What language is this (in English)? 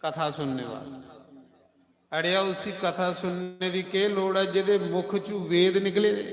Dogri